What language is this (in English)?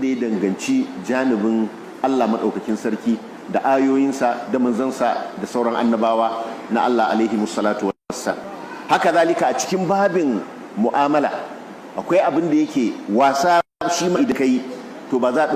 Hausa